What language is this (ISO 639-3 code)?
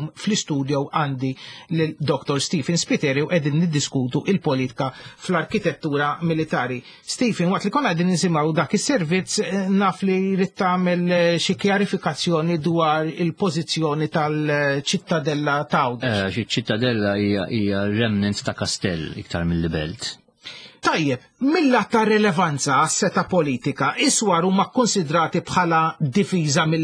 mlt